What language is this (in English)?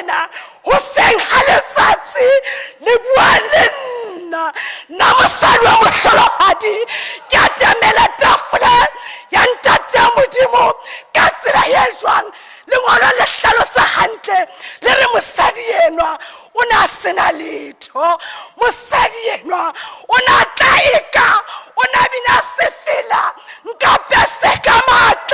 Southern Sotho